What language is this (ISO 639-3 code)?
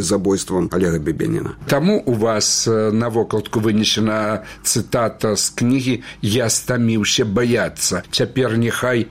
bel